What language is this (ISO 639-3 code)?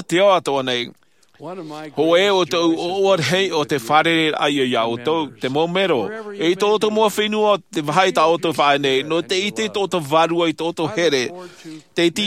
tah